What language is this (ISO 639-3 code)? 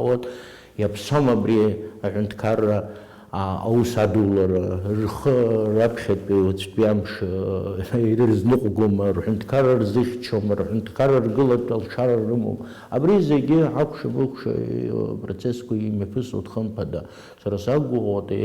abk